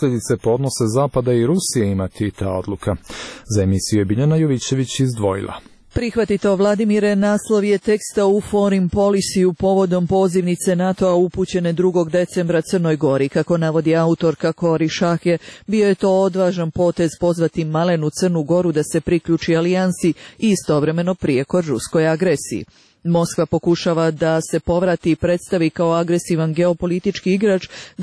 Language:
Serbian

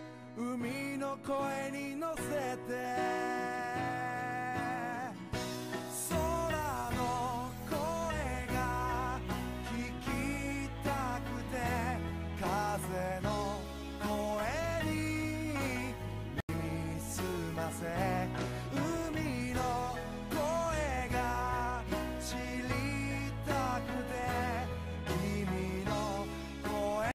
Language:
Japanese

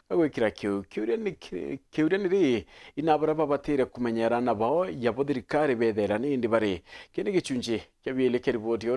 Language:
Meru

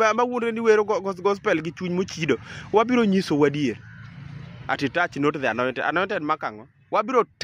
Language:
Luo (Kenya and Tanzania)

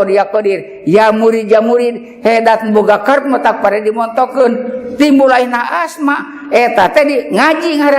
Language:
Sundanese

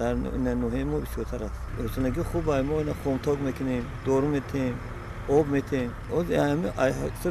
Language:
Tajik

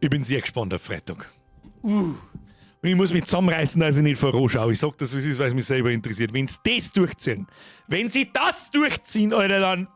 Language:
Bavarian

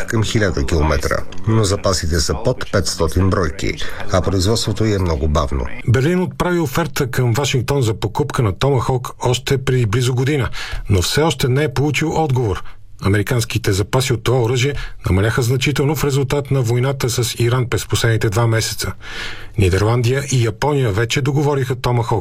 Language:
Bulgarian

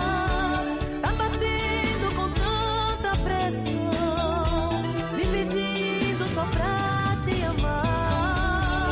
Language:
Portuguese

